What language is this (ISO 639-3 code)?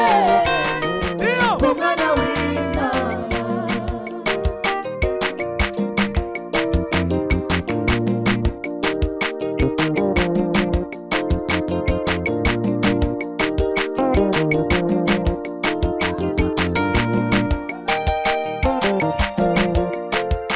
kin